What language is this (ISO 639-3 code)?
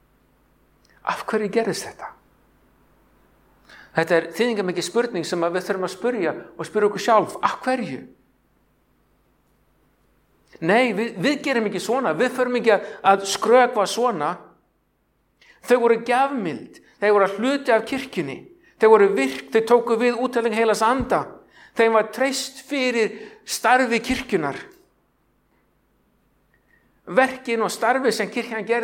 isl